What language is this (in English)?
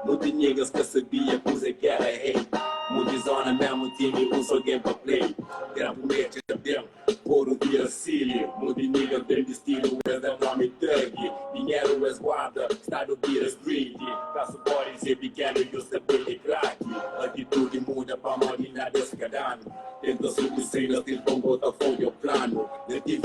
Kabuverdianu